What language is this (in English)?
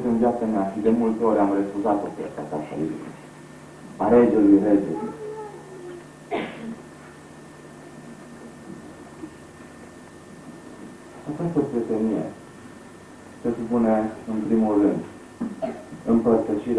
Romanian